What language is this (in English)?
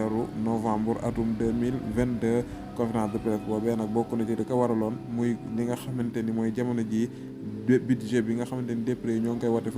Wolof